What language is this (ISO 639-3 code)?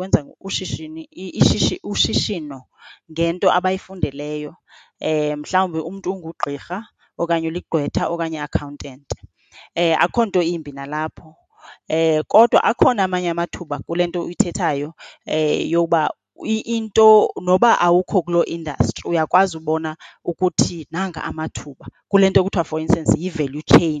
xho